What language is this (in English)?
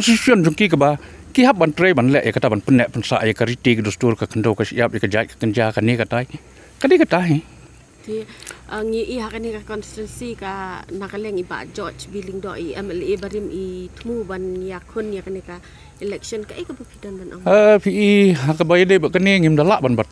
Khasi